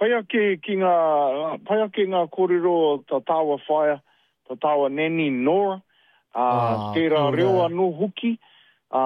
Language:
Māori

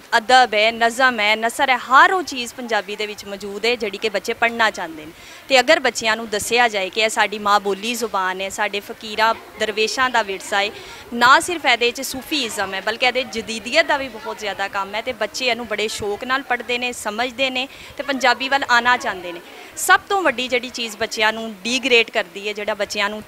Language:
Western Panjabi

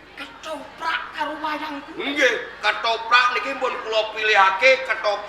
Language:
Javanese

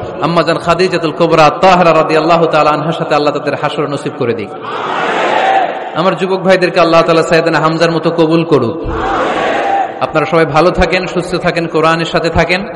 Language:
Bangla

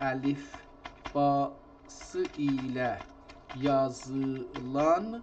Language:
South Azerbaijani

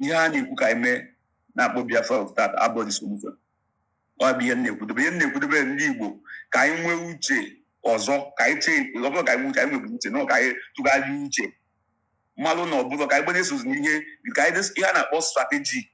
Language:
Igbo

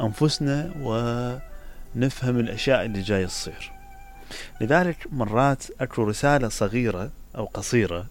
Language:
Mesopotamian Arabic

